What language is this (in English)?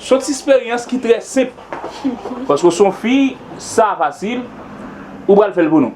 Haitian Creole